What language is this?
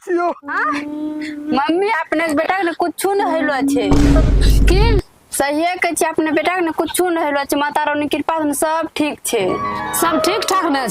Maithili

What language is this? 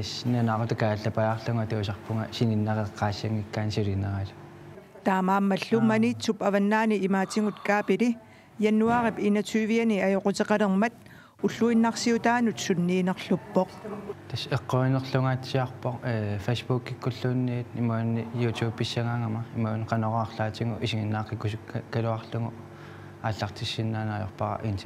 Kalaallisut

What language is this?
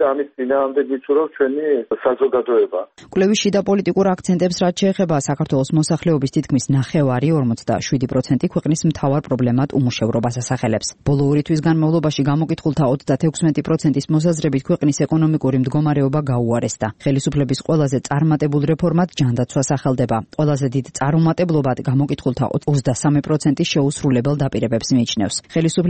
Georgian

